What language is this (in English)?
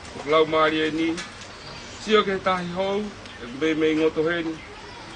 Tongan